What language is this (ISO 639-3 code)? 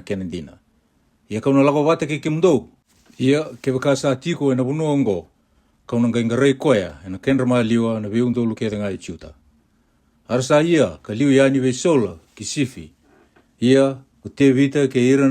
fij